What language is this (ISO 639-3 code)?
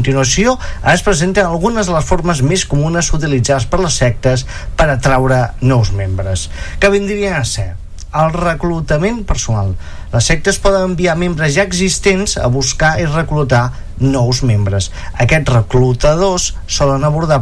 cat